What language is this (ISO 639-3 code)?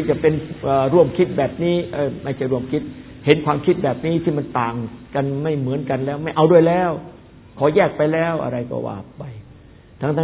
tha